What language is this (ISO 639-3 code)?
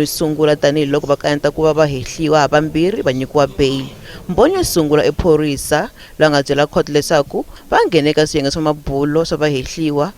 tso